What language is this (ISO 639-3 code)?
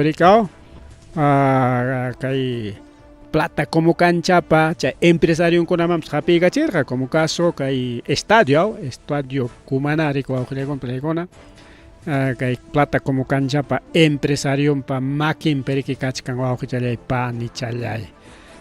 quy